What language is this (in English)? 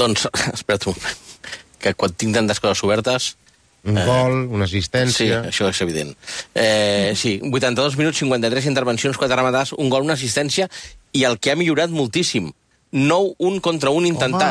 Catalan